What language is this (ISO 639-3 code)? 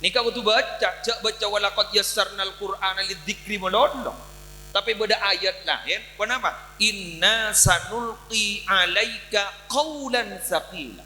mad